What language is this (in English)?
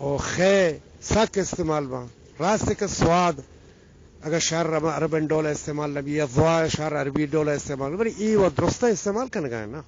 Eastern Balochi